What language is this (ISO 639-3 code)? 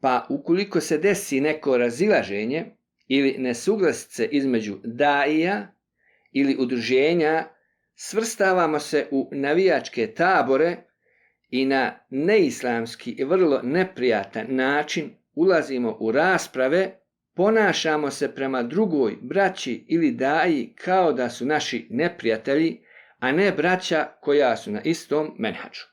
bos